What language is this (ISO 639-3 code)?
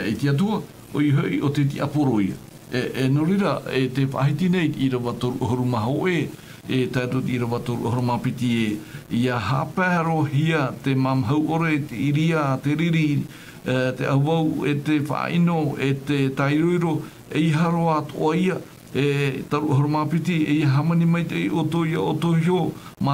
tah